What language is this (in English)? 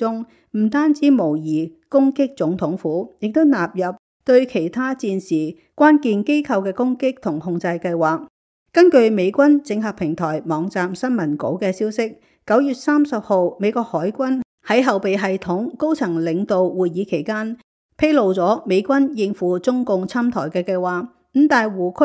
Cantonese